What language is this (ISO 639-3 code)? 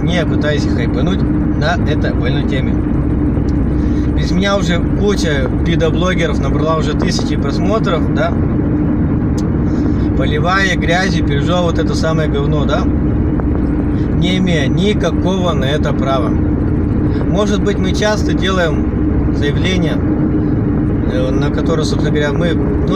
rus